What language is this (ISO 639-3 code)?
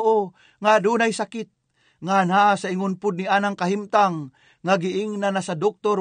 ceb